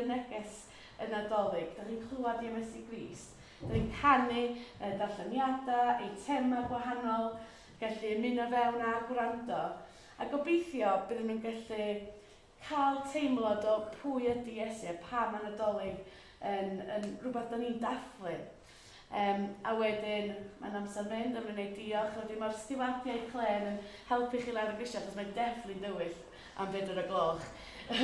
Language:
Welsh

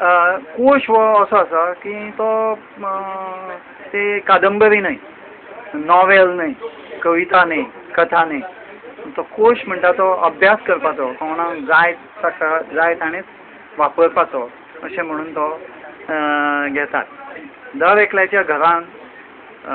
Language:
Konkani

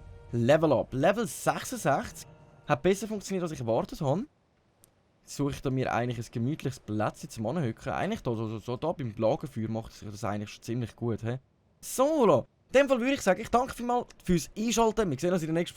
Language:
Swiss German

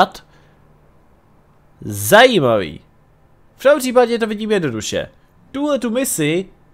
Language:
Czech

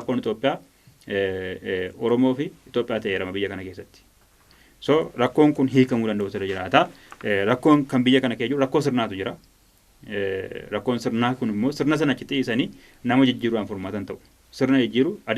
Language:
Oromo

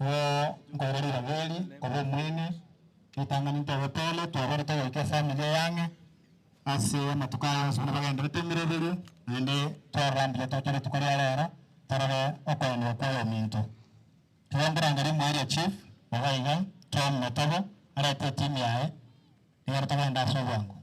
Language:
Gusii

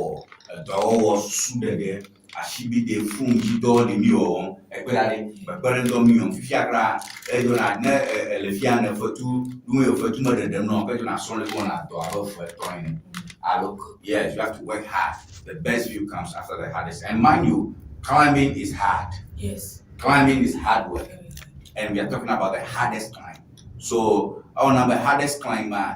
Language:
Ewe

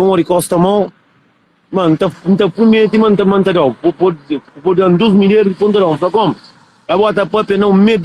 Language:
Kabuverdianu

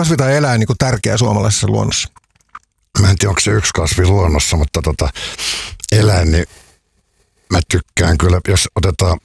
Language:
Finnish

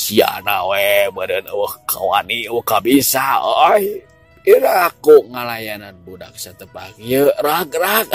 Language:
Sundanese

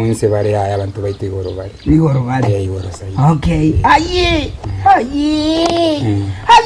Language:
Gusii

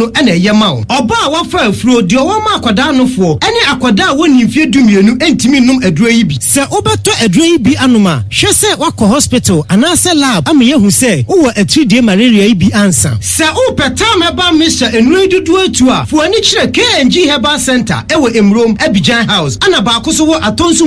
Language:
Akan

